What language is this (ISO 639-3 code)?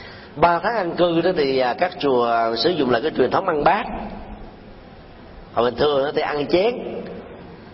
vie